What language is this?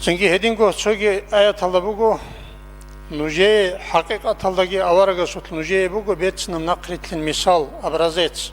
Avaric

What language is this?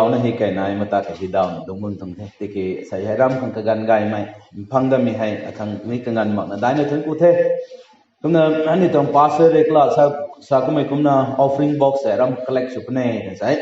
Rongmei Naga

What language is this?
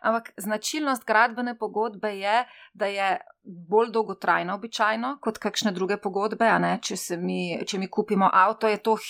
Slovenian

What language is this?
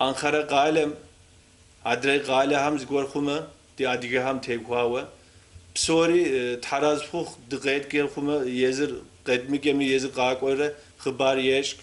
Kabardian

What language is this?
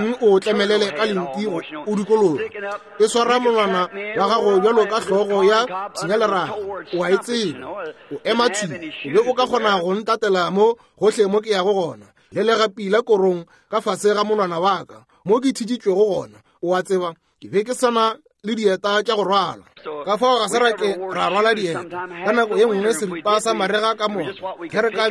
Northern Sotho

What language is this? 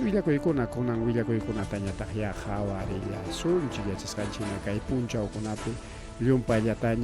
Ayacucho Quechua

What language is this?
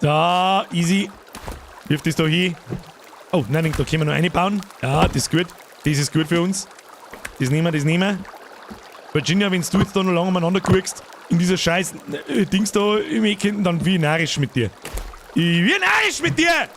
Bavarian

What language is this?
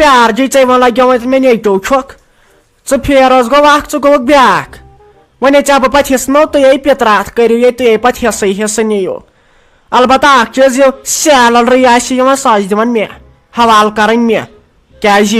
Kashmiri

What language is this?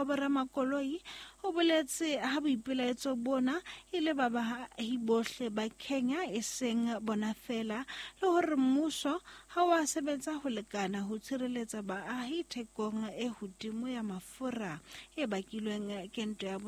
Southern Sotho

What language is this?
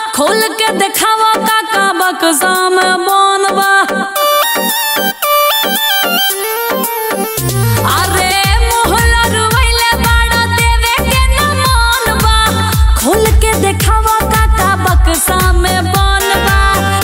Bhojpuri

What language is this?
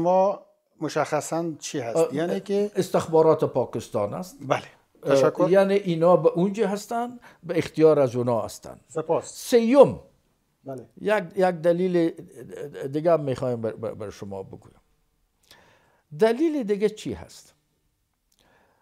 Persian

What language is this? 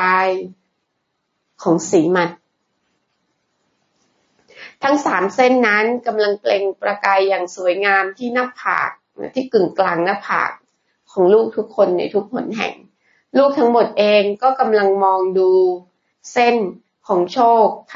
Thai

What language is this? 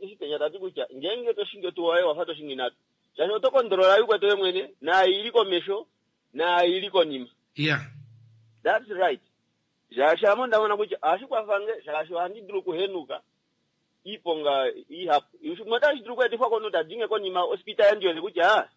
Kuanyama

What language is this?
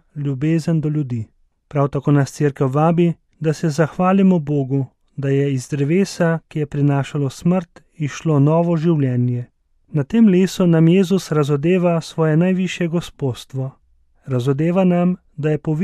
Slovenian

